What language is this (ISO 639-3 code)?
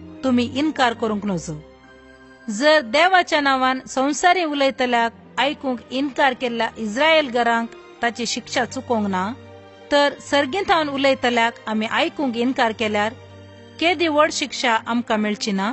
kok